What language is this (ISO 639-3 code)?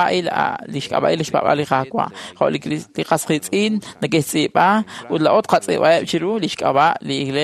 kek